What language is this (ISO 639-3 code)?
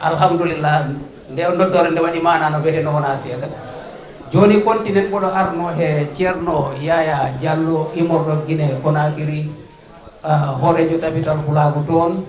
ful